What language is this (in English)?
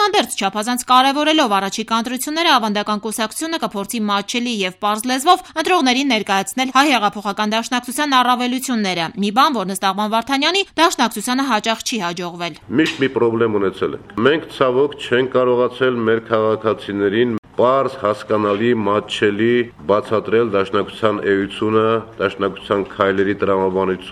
Armenian